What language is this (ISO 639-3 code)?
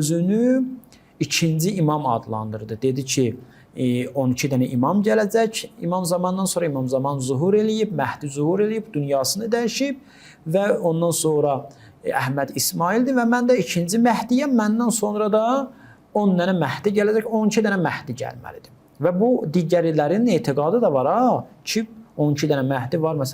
aze